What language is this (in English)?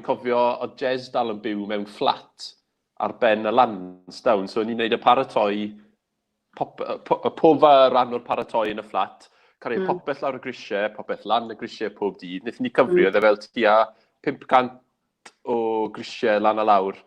Welsh